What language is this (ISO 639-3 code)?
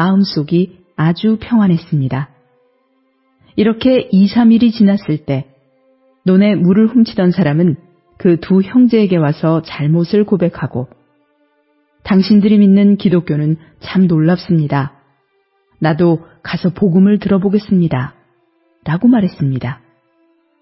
kor